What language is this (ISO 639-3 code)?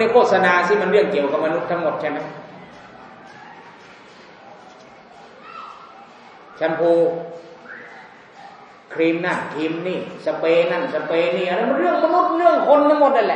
tha